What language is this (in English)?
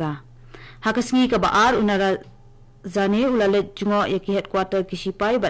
Khasi